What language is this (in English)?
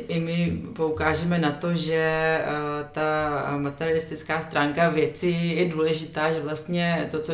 Czech